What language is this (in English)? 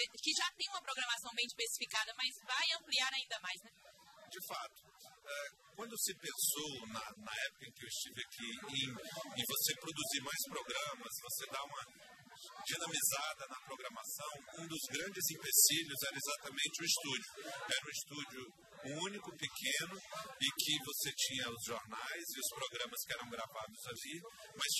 Portuguese